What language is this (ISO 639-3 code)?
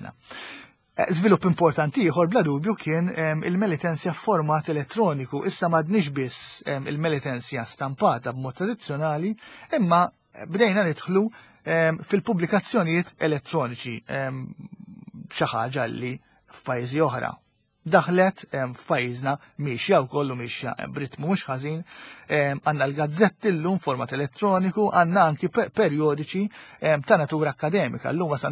mlt